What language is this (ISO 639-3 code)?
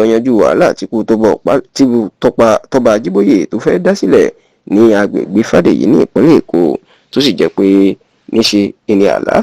yor